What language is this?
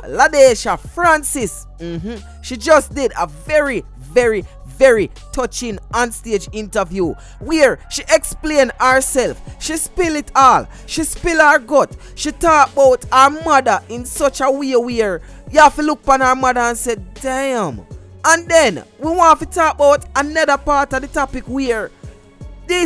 Jamaican Creole English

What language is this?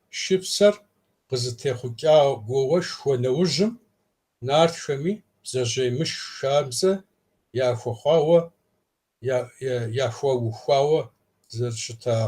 Kabardian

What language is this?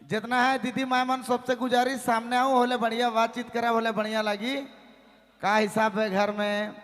Sadri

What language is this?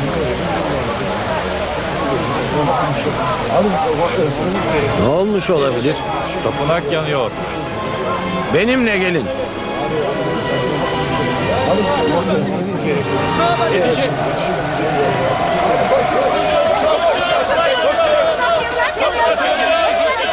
Turkish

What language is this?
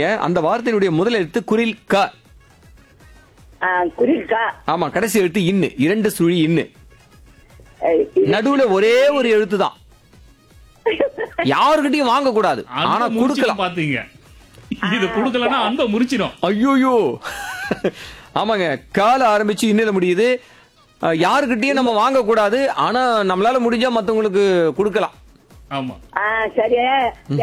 Tamil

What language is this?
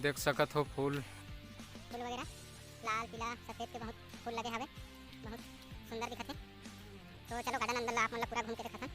Chhattisgarhi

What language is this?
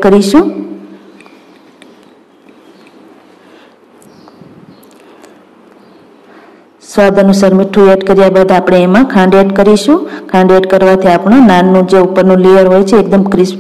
Gujarati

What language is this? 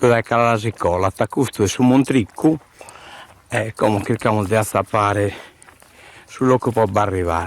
Sardinian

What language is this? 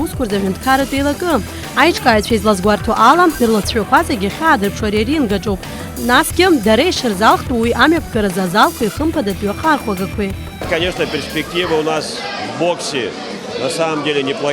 Abkhazian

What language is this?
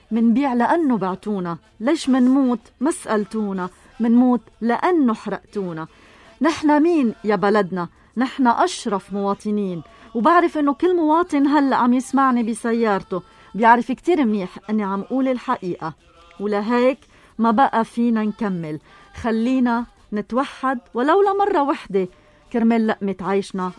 North Levantine Arabic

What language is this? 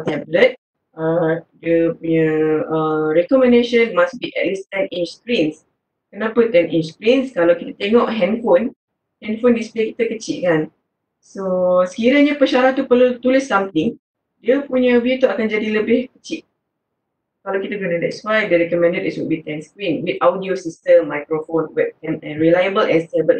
Malay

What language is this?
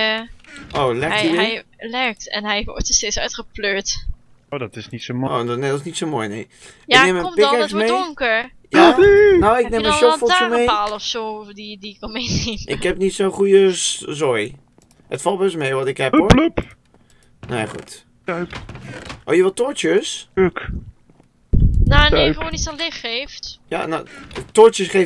Dutch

